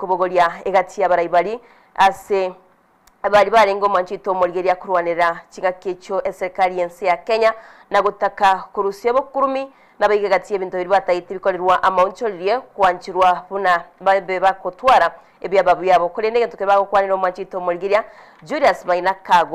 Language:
Gusii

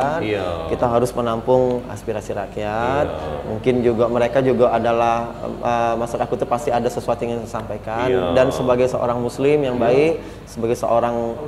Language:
Musi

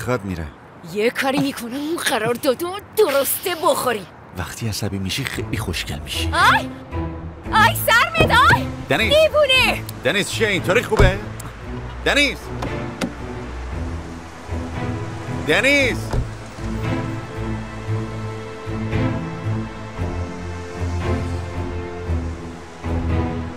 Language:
Persian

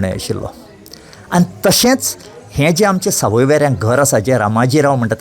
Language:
Konkani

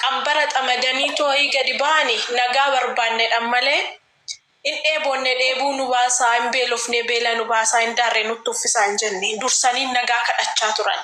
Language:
Oromo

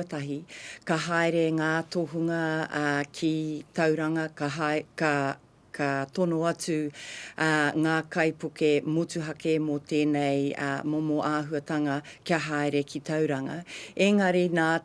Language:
Māori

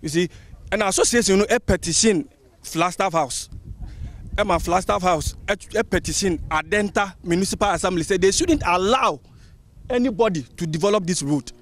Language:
Akan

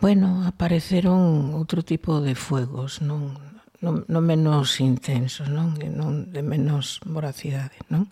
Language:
Galician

